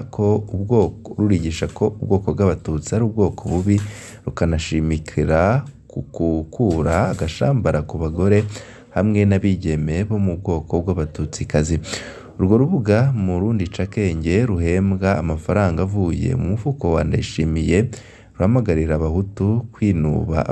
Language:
Rundi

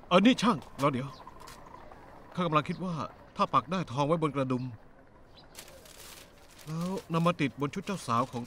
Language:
Thai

